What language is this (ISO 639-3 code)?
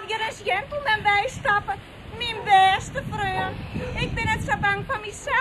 fry